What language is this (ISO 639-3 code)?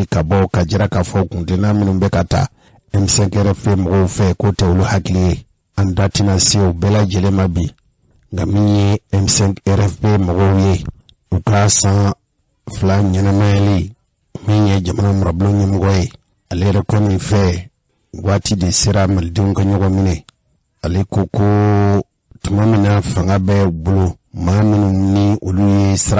bam